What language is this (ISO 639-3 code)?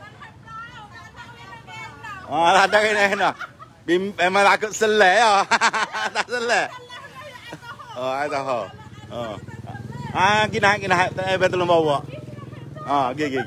msa